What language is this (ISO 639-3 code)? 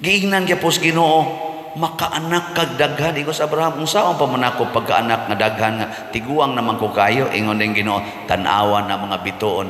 ceb